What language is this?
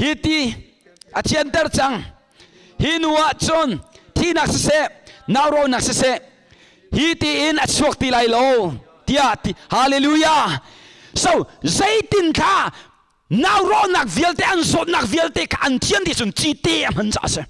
Hakha Chin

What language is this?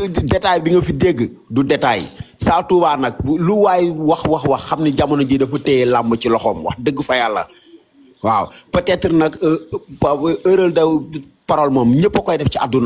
Wolof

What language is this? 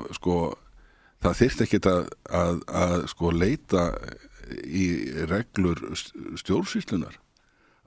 Icelandic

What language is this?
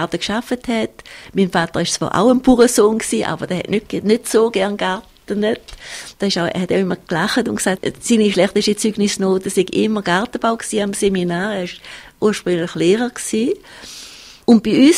German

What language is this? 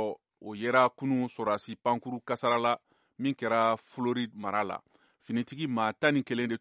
Bambara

